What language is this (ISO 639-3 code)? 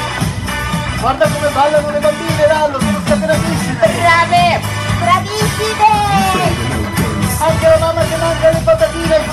ita